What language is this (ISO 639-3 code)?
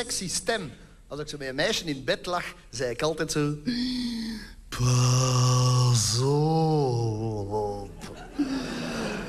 nld